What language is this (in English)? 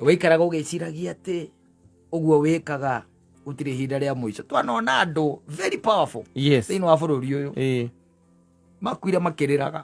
Kikuyu